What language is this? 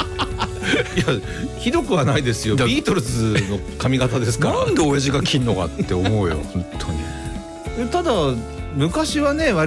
Japanese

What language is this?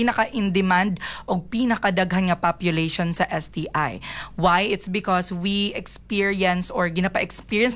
Cebuano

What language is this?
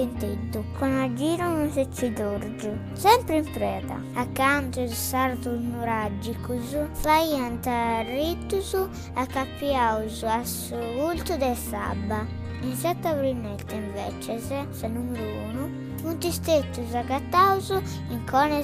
Sardinian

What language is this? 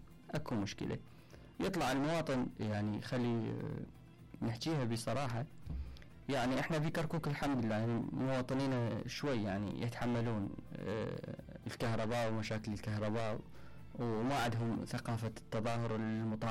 Mesopotamian Arabic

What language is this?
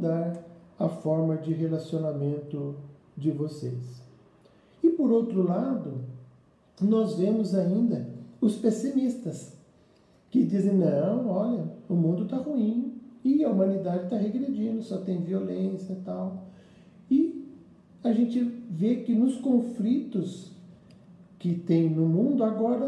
Portuguese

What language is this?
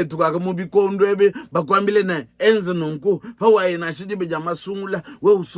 Luba-Lulua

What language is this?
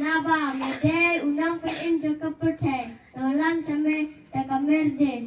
Khasi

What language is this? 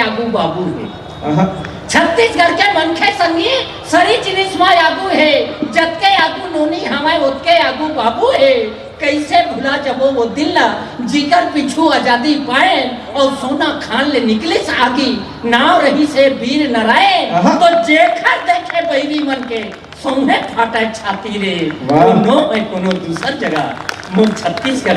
Chhattisgarhi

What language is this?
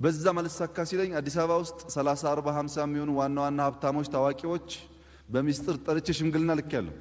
Amharic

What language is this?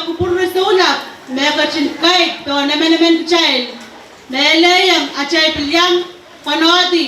Pohnpeian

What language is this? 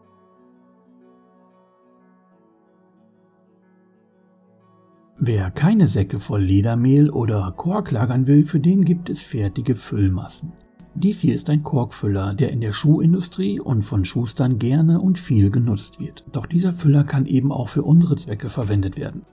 German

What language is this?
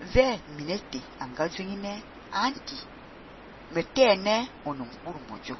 Fang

